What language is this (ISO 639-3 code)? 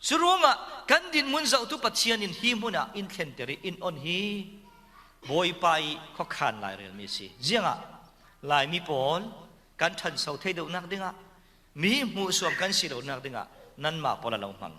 cfm